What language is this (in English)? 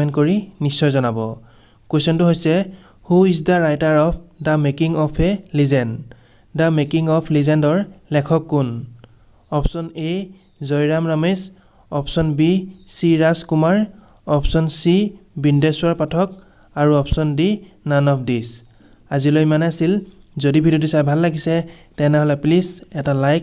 Assamese